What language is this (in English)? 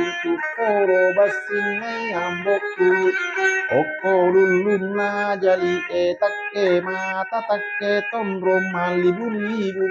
Buginese